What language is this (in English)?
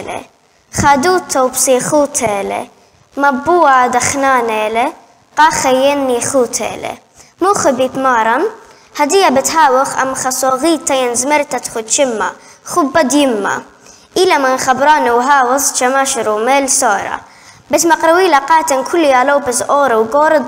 Assyrian Neo-Aramaic